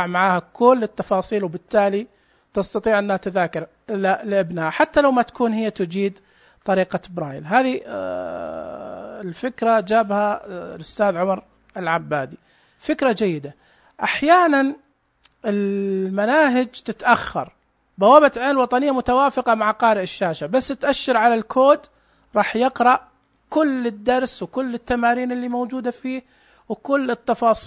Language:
Najdi Arabic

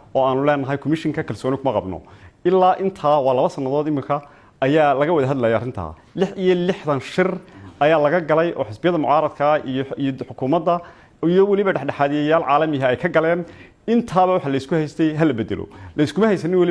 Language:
Somali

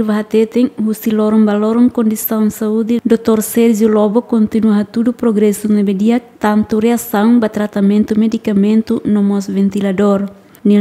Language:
Tetum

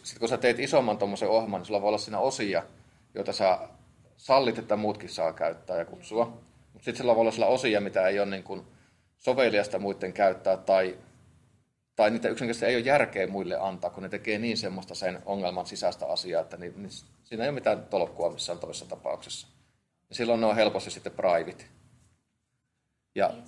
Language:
Finnish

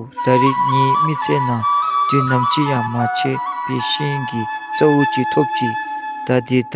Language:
Dzongkha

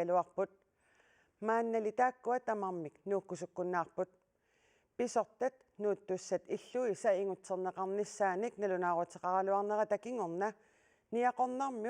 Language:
Kalaallisut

